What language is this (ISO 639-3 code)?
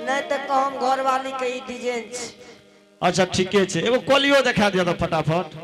anp